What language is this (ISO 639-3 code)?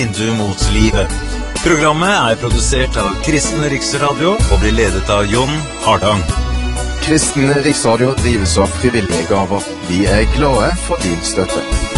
nor